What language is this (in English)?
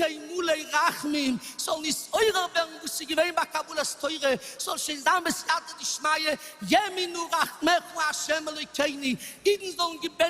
Yiddish